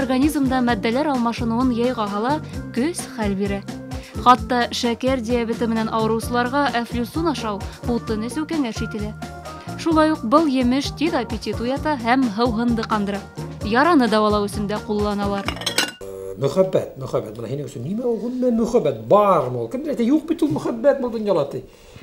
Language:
Bashkir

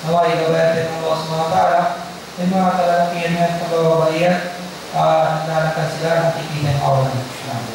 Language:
Filipino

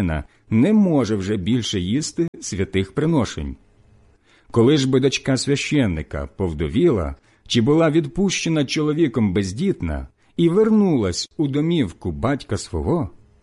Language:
Ukrainian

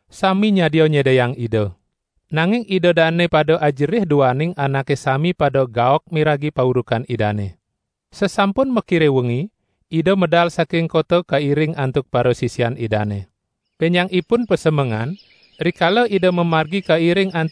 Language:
Balinese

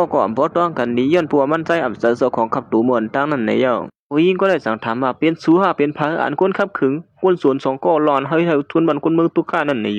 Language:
Shan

